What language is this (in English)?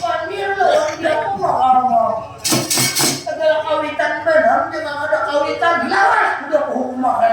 Banjar